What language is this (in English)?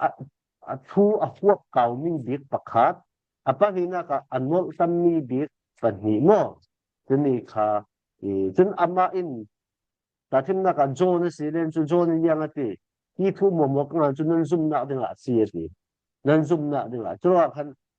Falam Chin